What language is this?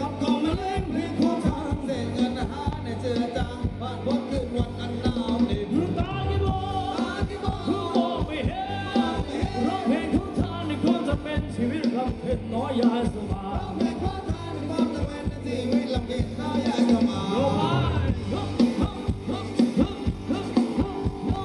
Thai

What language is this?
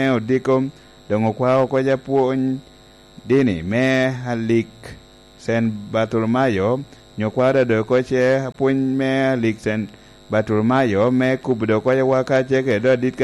Lango (Uganda)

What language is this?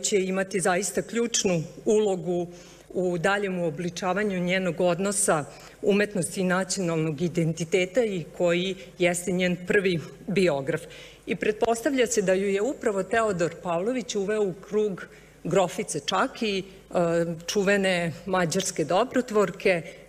Serbian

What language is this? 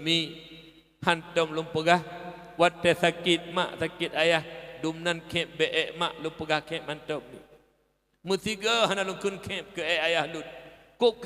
Achinese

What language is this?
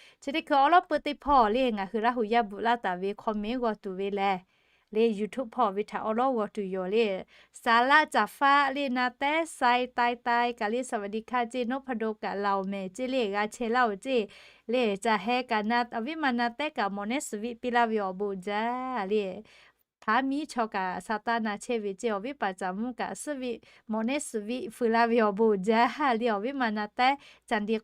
Lahu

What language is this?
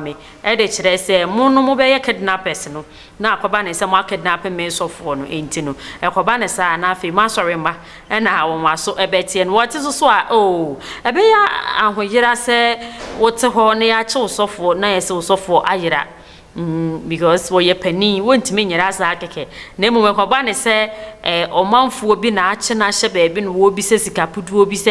Akan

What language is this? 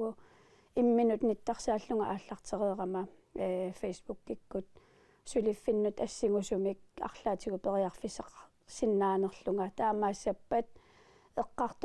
Kalaallisut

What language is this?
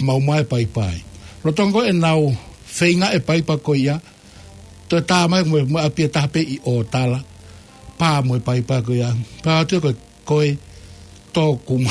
Tongan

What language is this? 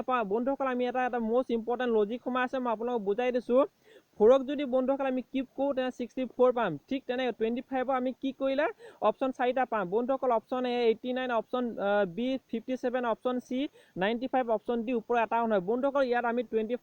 Assamese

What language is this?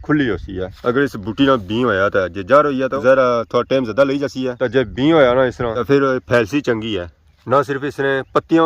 Pahari-Potwari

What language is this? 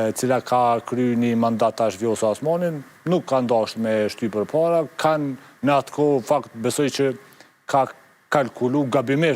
Albanian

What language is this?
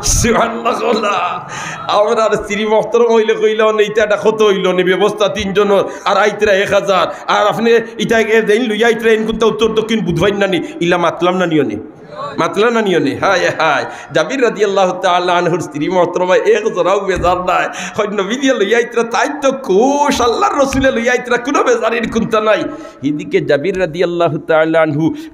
Sylheti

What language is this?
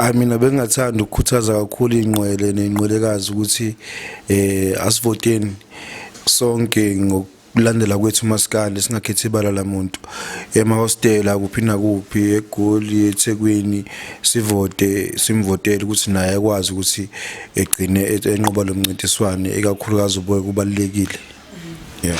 Zulu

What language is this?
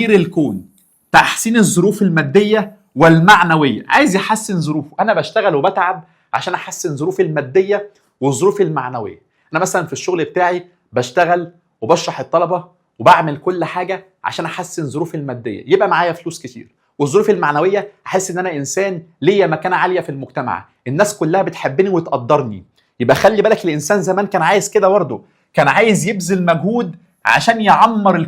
Egyptian Arabic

